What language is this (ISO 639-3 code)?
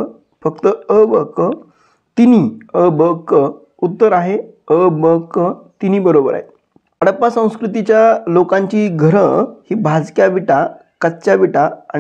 mar